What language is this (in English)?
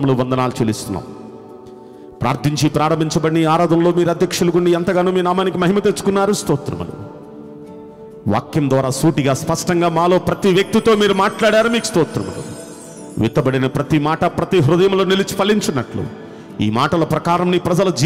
Telugu